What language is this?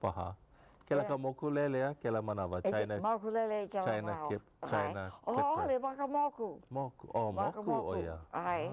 Hawaiian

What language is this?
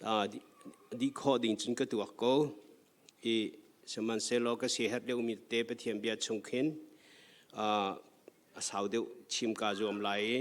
Hakha Chin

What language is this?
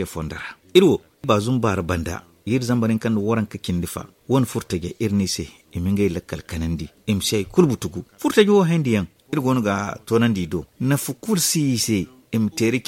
Zarma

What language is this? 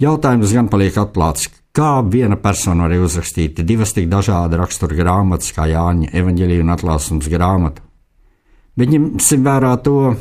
Latvian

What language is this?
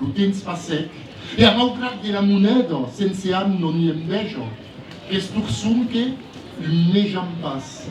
Occitan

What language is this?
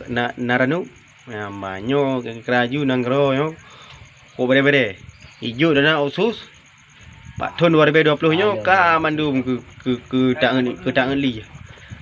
Achinese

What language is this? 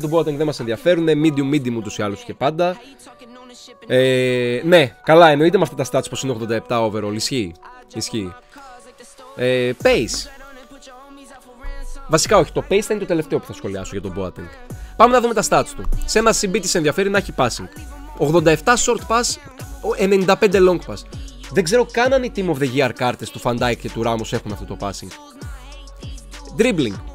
Greek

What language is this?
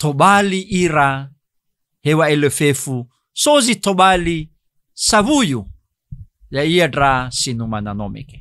Nias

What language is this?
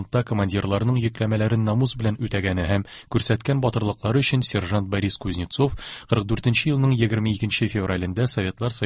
Tatar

